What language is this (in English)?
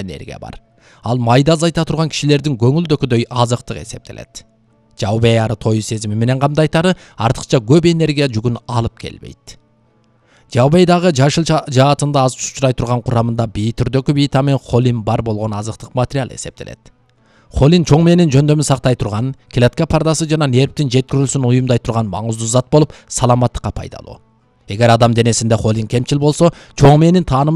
Kyrgyz